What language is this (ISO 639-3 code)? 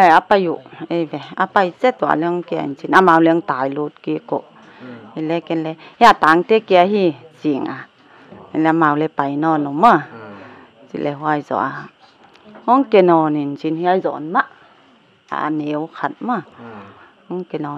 pck